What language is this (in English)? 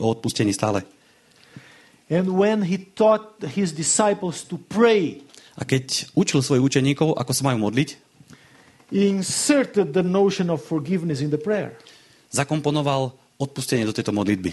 Slovak